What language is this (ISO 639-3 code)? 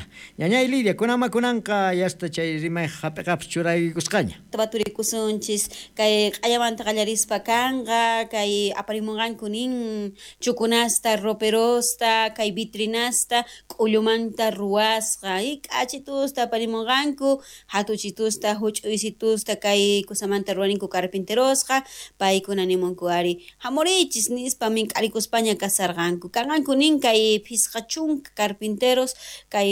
quh